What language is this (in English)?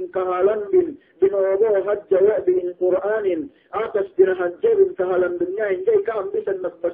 Yakan